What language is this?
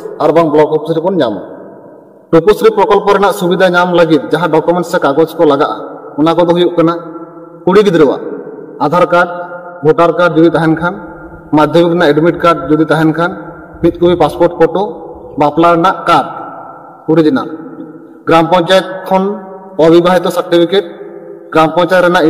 Santali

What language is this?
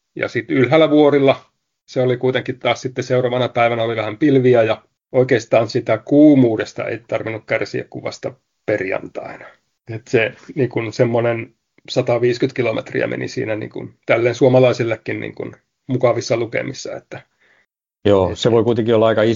Finnish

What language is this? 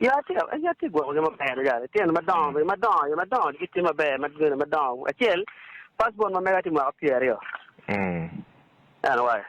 Acoli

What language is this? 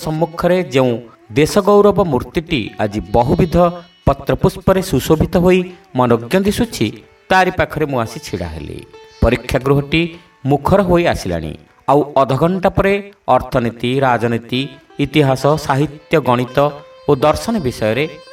Odia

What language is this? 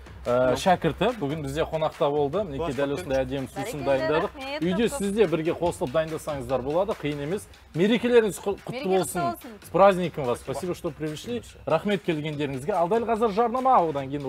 Kazakh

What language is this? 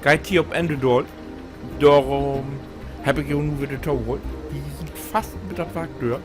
Low German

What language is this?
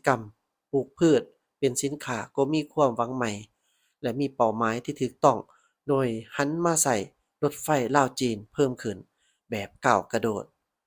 Lao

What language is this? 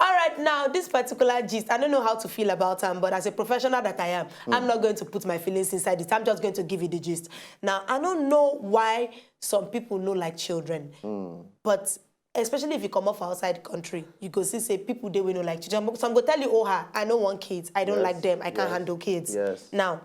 Nigerian Pidgin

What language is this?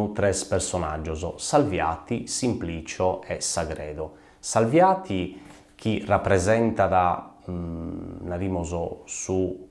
Sardinian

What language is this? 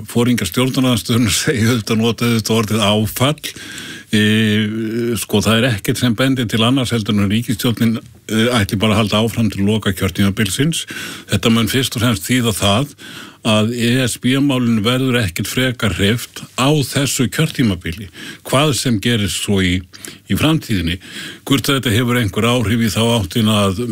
Icelandic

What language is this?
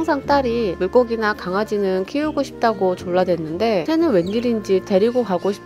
Korean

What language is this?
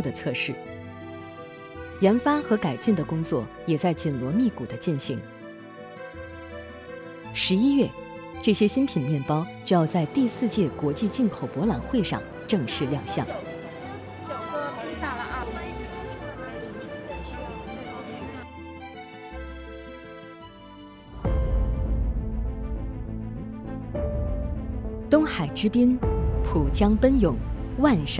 Chinese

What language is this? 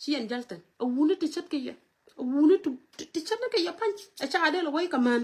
Nuer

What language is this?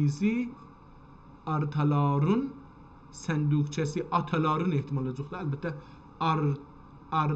South Azerbaijani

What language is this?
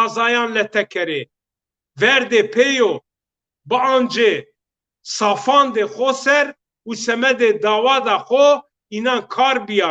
Zaza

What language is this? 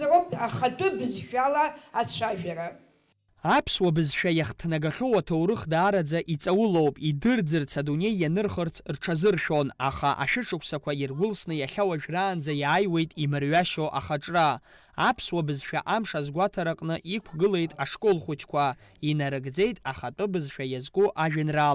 Abkhazian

